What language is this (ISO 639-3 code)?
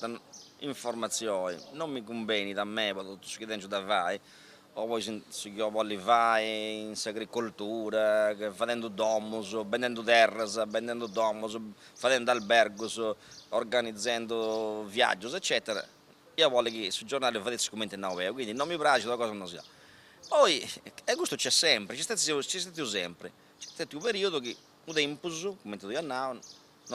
srd